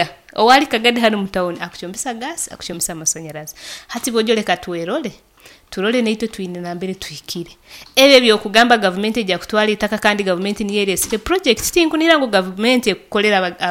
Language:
Nyoro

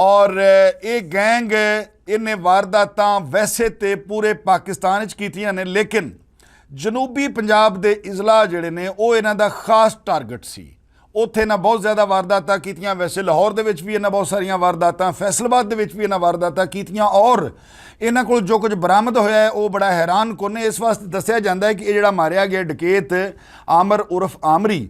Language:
Western Panjabi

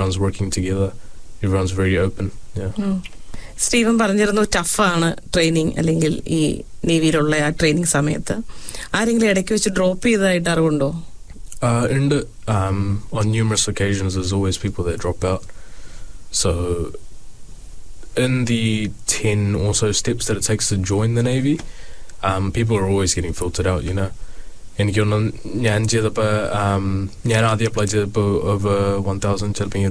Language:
Malayalam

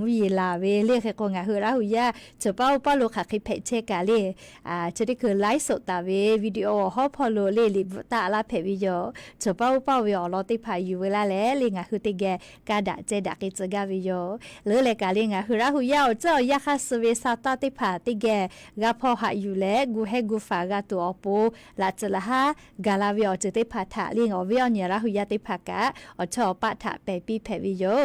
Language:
Lahu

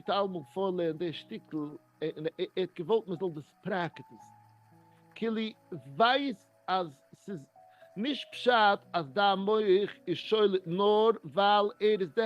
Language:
Yiddish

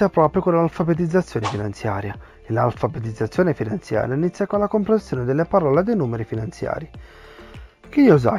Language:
Italian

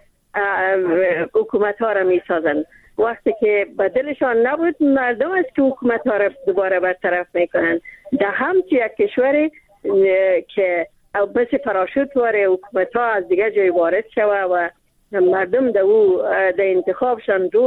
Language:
Persian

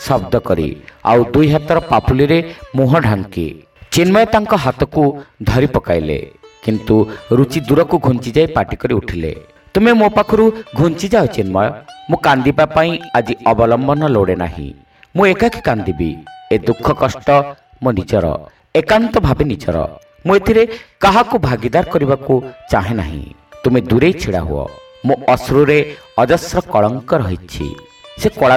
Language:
Odia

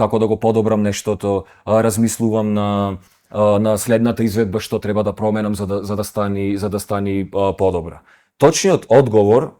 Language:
Macedonian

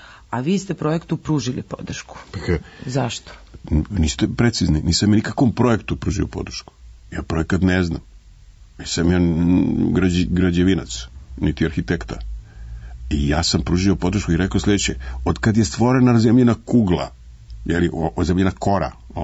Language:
Serbian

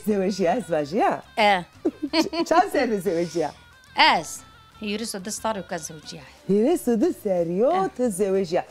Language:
Zaza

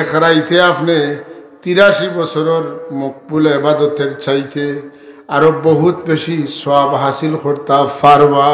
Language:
Sylheti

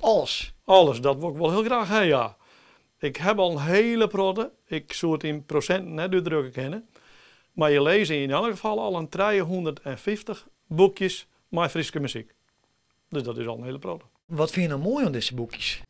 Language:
Western Frisian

